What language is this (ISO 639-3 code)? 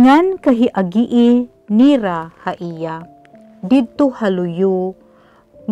war